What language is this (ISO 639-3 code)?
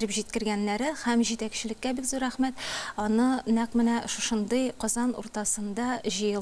tat